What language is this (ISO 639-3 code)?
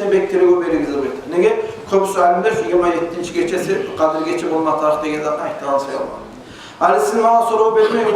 kum